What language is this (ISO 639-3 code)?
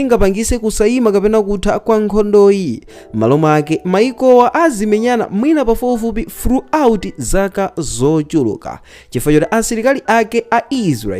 nya